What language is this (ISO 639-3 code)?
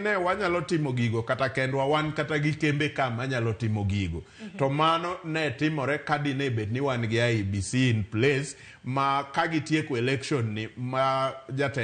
luo